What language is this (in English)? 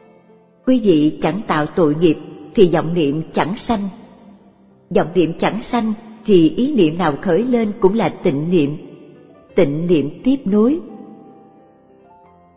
Vietnamese